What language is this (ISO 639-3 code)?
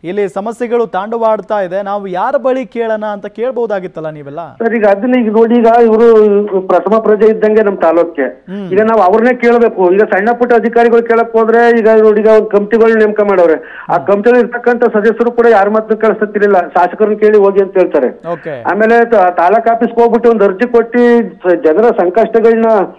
kan